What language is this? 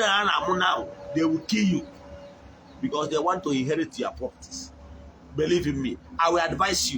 Igbo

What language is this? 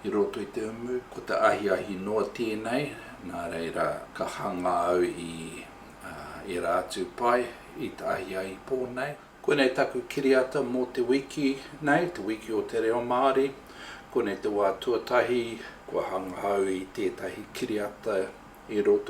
Māori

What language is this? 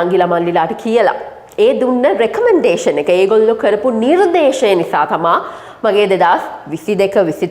Sinhala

